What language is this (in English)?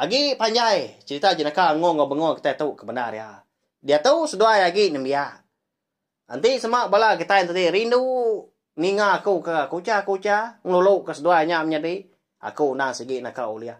Iban